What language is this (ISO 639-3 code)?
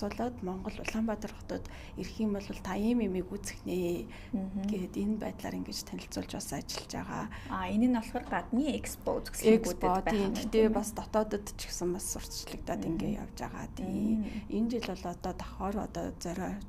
mon